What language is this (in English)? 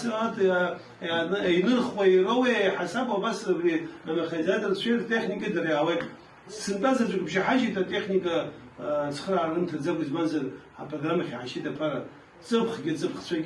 Abkhazian